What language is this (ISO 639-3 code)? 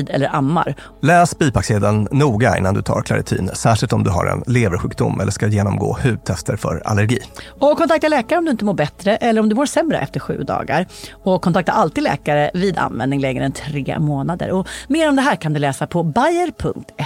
swe